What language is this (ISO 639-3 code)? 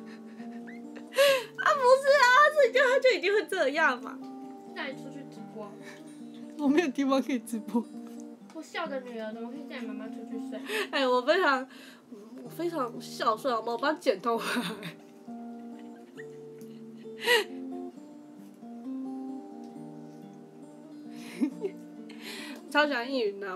zho